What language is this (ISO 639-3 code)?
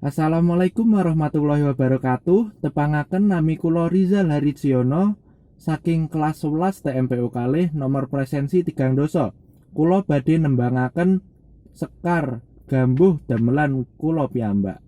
jav